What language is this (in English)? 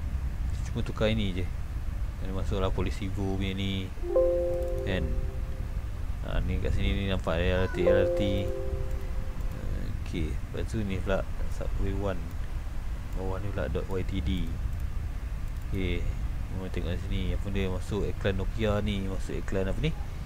Malay